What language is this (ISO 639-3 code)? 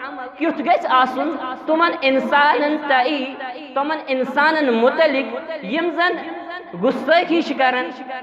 kas